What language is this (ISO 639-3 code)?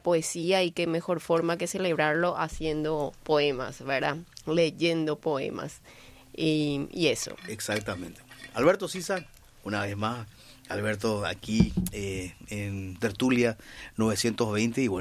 spa